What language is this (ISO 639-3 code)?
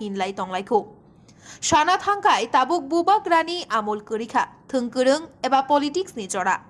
trp